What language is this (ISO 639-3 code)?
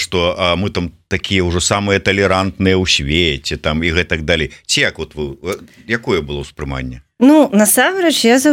bel